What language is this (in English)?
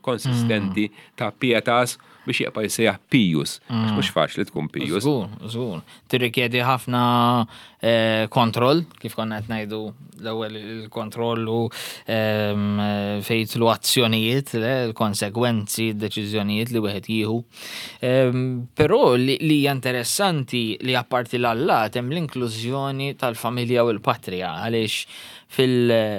Maltese